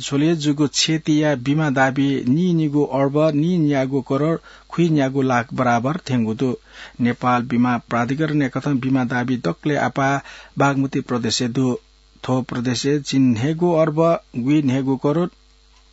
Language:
Newari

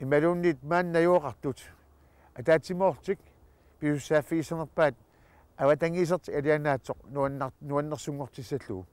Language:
Kalaallisut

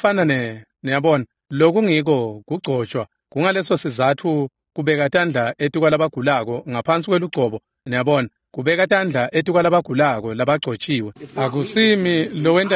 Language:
Swati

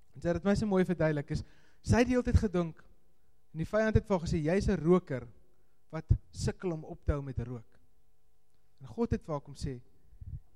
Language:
Afrikaans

